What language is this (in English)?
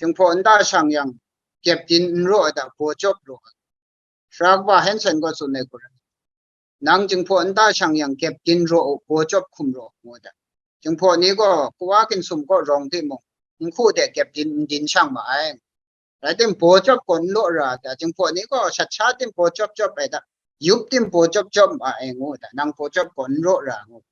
Kachin